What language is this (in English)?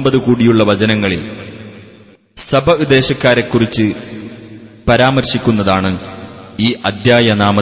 Malayalam